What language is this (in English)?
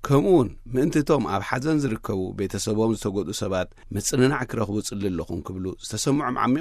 Tigrinya